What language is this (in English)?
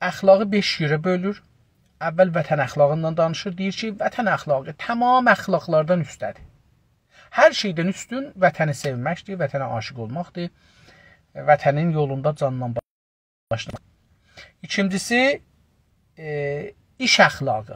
South Azerbaijani